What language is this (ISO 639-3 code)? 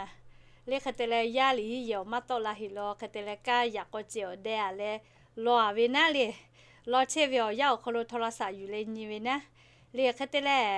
lhu